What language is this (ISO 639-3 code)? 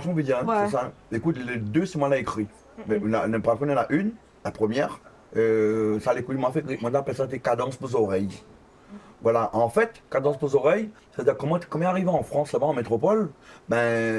rcf